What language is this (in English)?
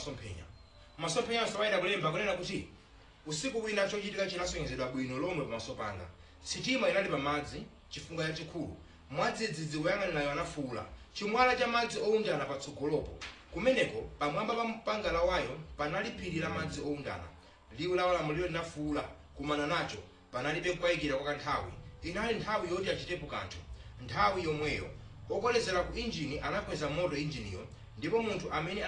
Nyanja